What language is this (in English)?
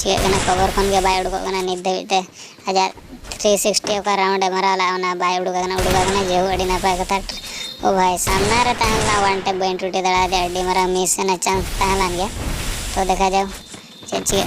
Santali